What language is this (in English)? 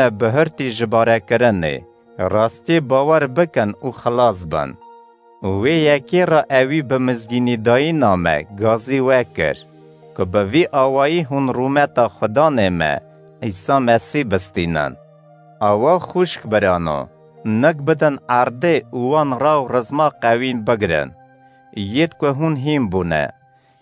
Kurdish